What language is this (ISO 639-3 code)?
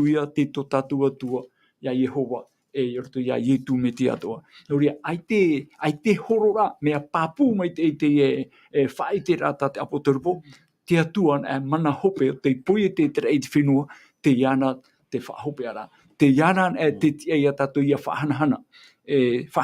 tah